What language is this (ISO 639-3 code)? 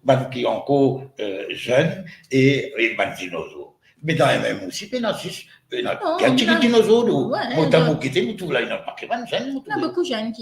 mfe